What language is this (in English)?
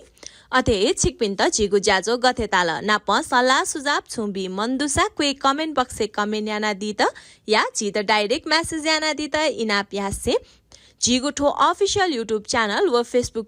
Newari